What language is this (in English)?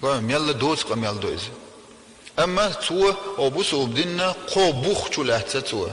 Chechen